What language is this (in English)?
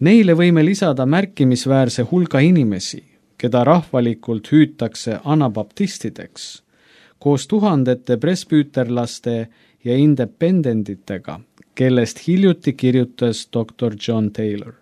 Estonian